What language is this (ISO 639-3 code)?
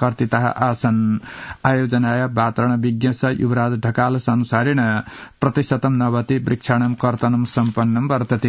san